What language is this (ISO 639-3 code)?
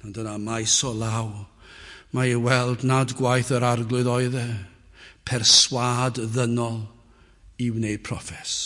cym